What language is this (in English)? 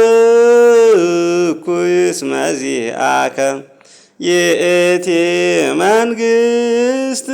Amharic